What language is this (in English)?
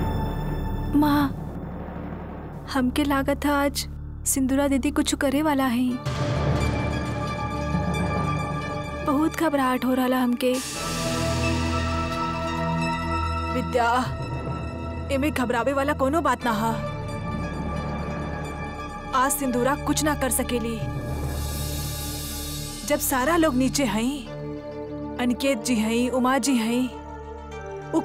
Bhojpuri